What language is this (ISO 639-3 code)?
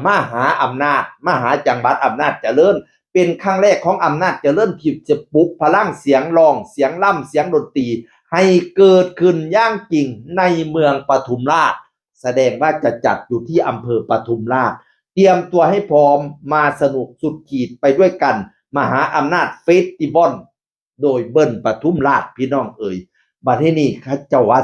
tts